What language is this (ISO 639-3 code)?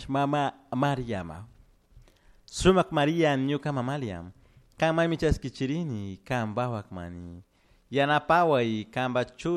qug